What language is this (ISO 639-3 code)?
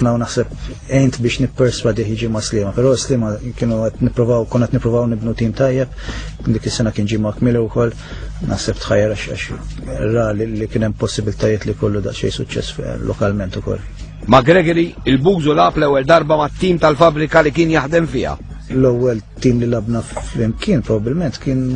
mlt